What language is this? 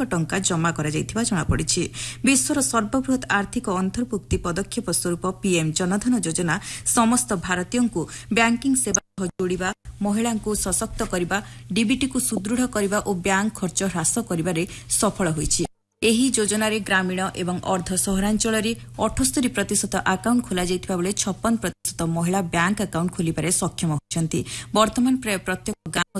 Odia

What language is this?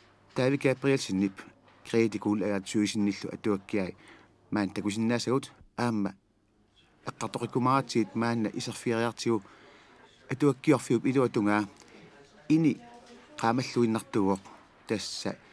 Kalaallisut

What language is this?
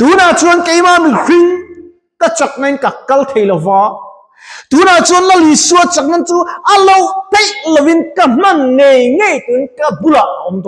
Mizo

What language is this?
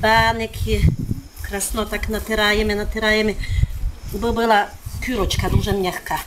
Rusyn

